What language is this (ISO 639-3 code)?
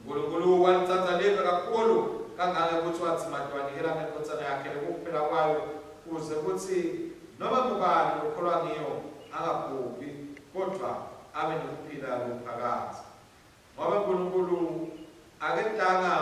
ssw